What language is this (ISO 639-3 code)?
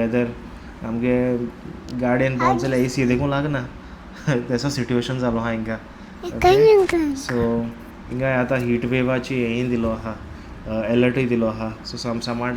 kok